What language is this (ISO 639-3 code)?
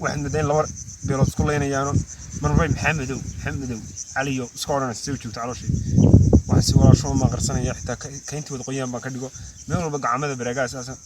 som